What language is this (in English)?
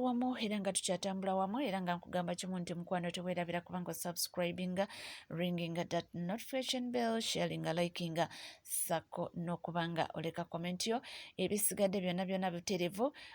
Ganda